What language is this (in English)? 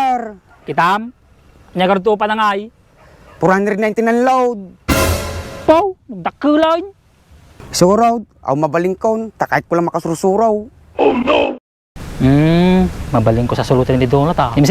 Iloko